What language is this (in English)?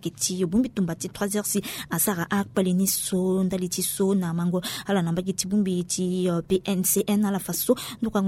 Sango